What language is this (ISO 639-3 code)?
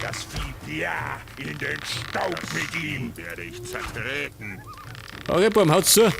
bar